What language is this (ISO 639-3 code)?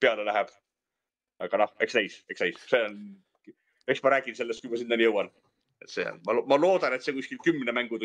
est